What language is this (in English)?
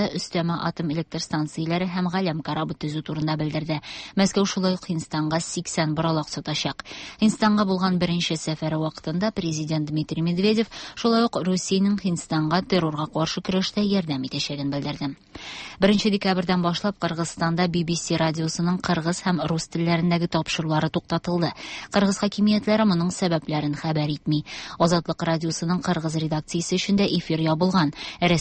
Tatar